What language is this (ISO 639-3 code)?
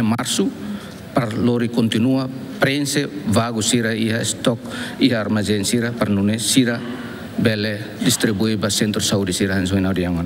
tet